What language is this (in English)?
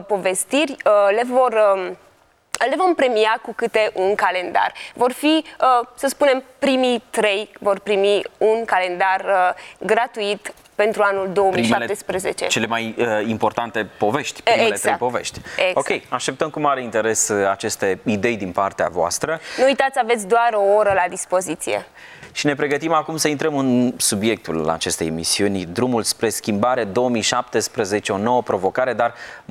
Romanian